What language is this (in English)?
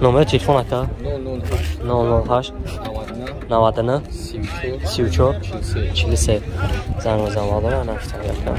Tajik